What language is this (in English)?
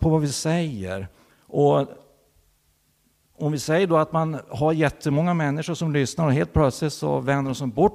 Swedish